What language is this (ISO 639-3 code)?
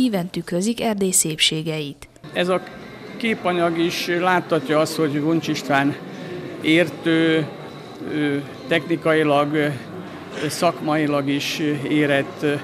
hun